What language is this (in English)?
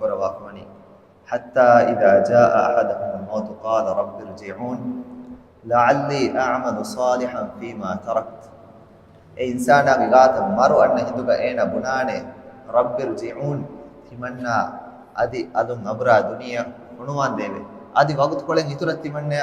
Divehi